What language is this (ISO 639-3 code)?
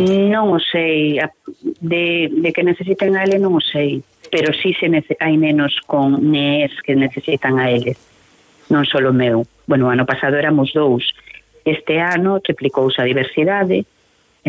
glg